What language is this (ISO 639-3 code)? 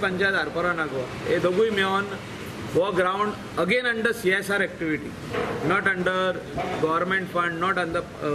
kok